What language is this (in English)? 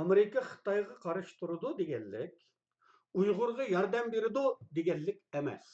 Uyghur